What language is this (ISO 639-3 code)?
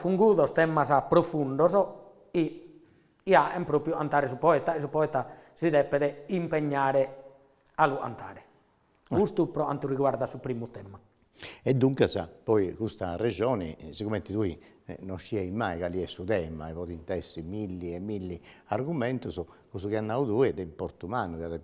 srd